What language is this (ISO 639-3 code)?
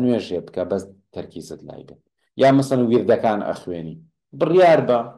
ckb